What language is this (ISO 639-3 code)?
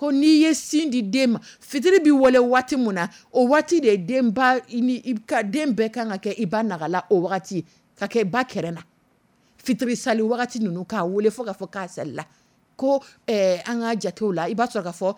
dyu